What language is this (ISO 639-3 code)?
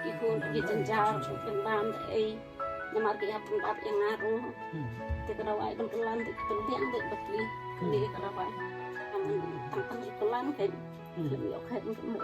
kha